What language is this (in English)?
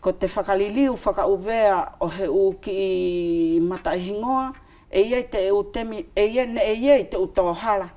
Wallisian